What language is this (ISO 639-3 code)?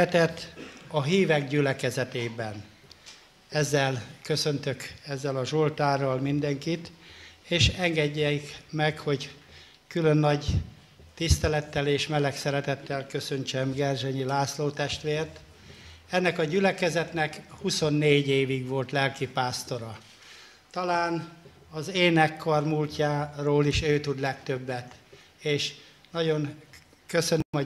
hun